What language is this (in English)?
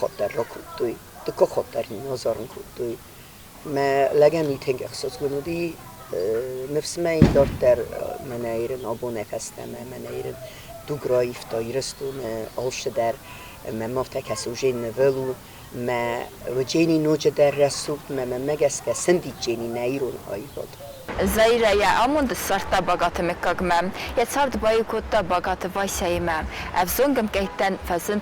Ossetic